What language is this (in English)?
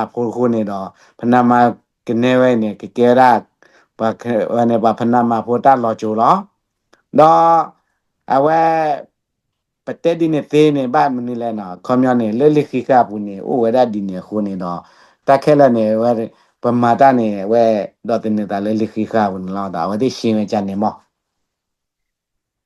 S'gaw Karen